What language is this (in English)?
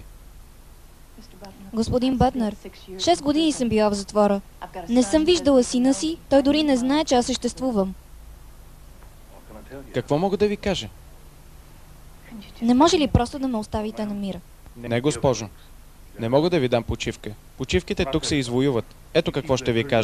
Bulgarian